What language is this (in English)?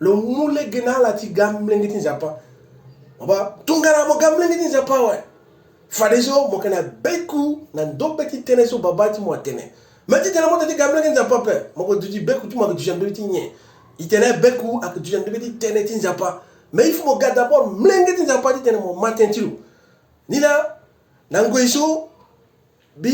Sango